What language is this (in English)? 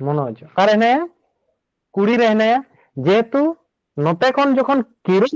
Santali